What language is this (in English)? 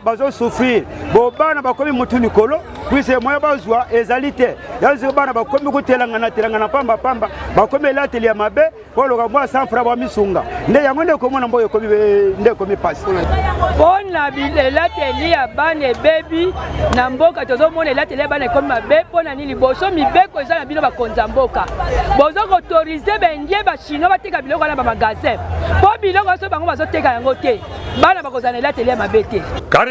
Lingala